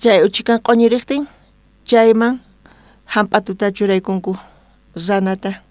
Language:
South Bolivian Quechua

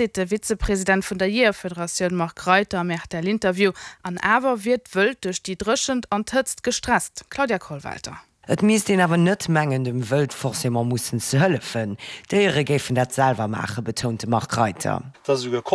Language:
Luxembourgish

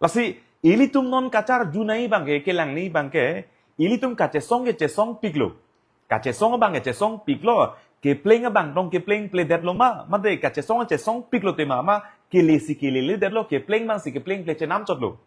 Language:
Karbi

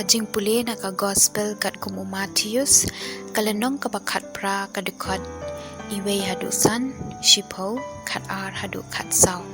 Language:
Khasi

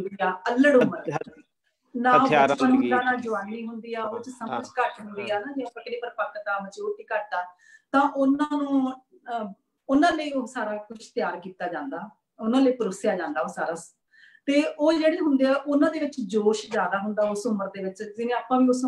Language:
Punjabi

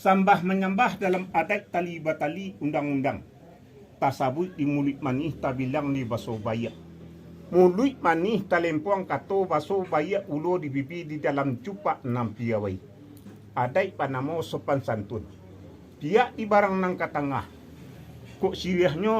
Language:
Minangkabau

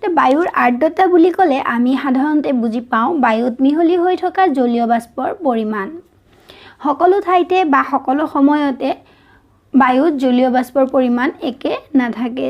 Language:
Assamese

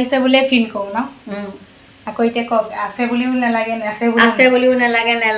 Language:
Assamese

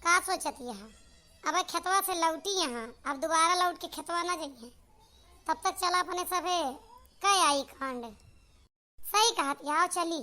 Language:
Awadhi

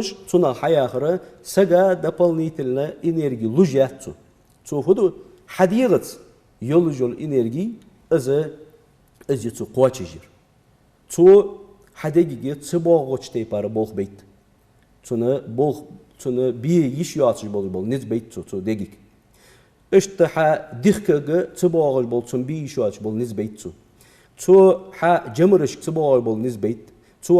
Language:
Ingush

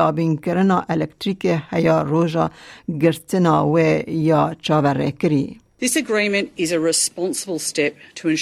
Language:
Kurdish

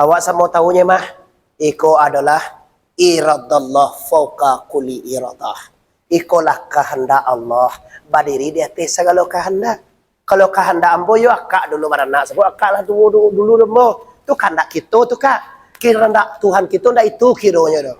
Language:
Minangkabau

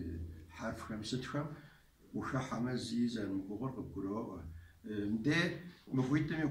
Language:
Kabardian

